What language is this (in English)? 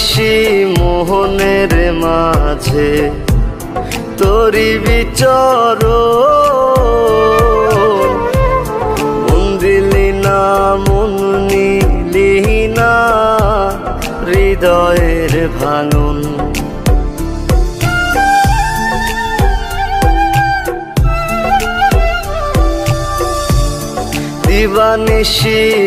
Bangla